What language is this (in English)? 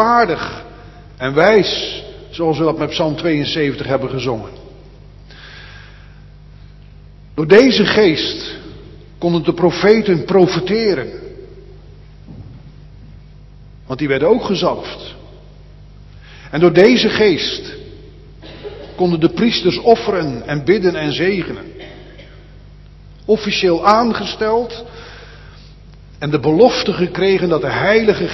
Dutch